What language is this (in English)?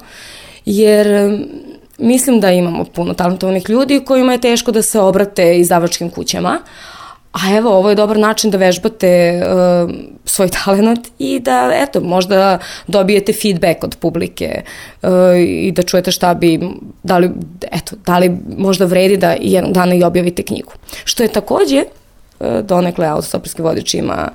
Serbian